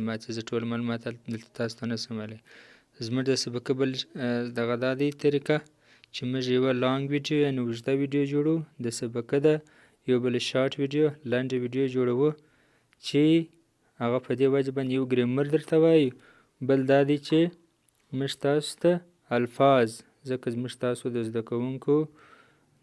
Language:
Pashto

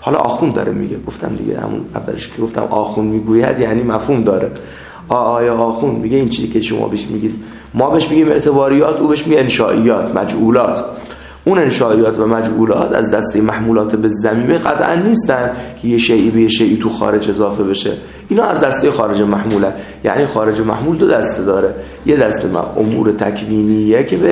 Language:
Persian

